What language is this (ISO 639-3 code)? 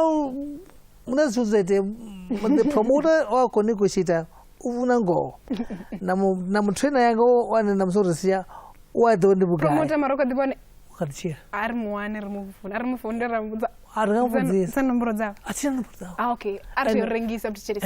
ven